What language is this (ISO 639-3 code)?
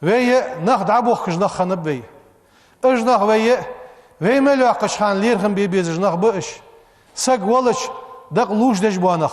inh